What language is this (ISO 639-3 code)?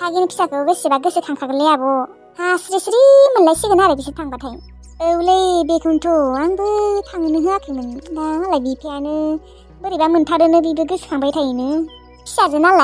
brx